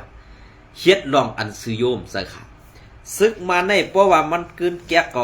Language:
Shan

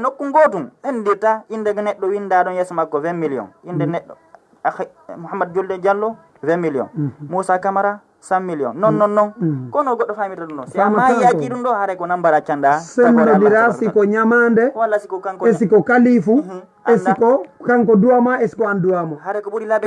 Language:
Fula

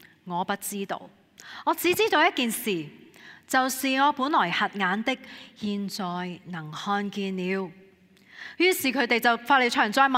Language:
Cantonese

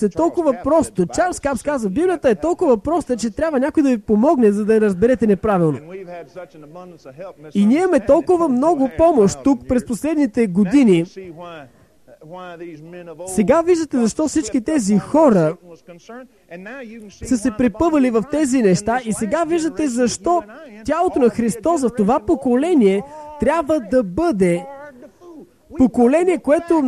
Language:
Bulgarian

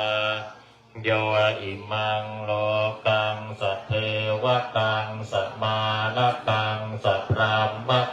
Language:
Pali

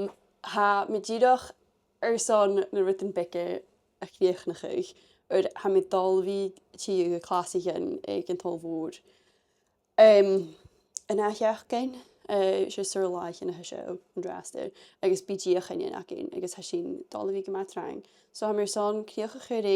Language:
Scottish Gaelic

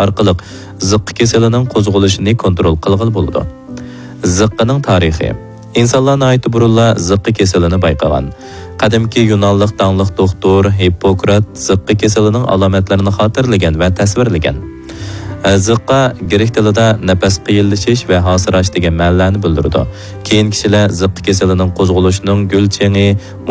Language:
Uyghur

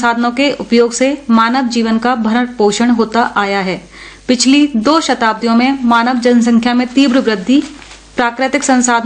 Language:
Hindi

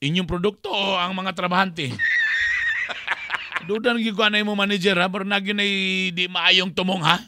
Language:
Cebuano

